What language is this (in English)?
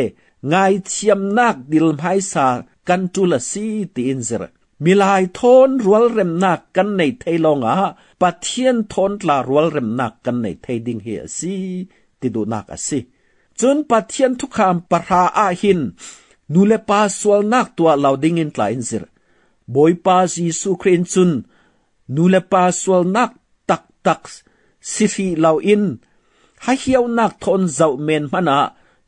Falam Chin